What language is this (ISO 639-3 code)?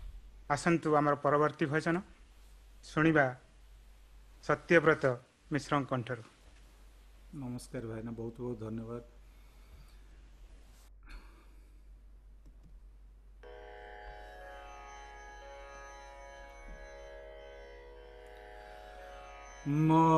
ori